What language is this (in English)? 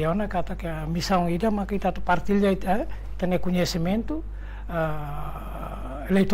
Tetum